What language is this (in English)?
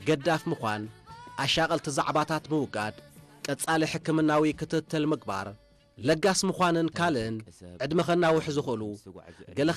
Tigrinya